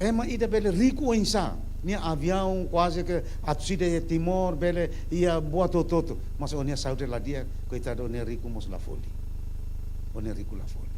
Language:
Tetum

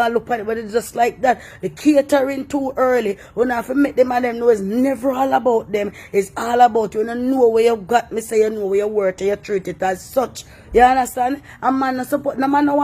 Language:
Jamaican Creole English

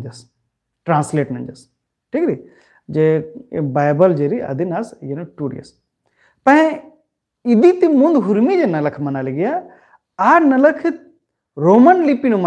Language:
Kurukh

